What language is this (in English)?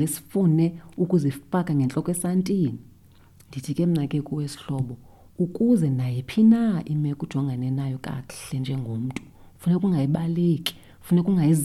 Xhosa